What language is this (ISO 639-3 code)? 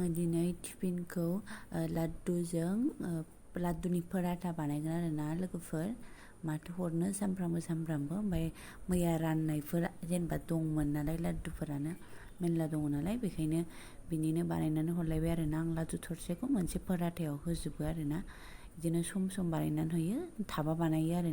brx